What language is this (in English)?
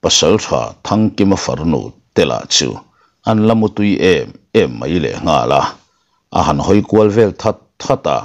Mizo